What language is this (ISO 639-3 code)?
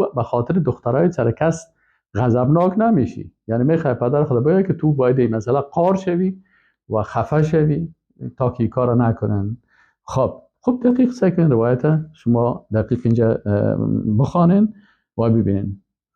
fas